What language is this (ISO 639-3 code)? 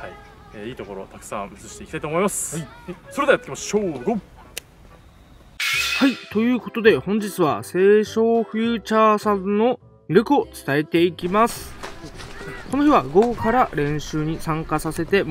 jpn